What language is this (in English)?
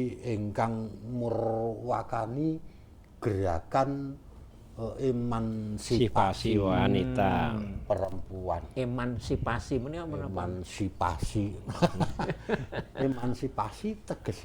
Javanese